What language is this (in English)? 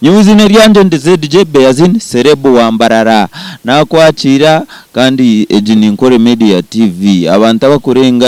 Nyankole